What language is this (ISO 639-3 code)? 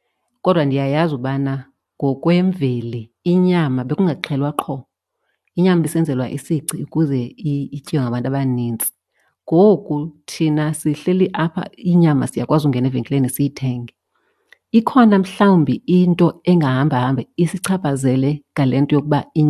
xho